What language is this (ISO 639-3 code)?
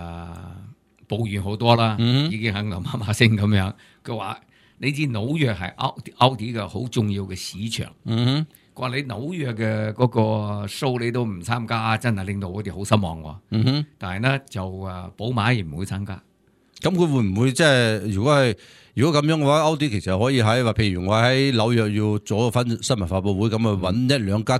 yue